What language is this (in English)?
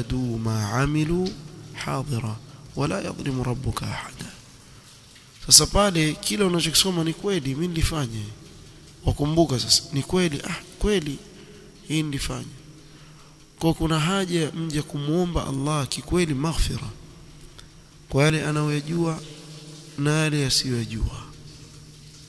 Swahili